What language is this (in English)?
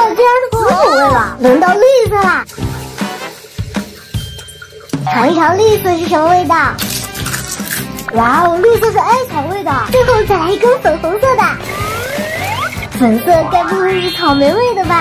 Chinese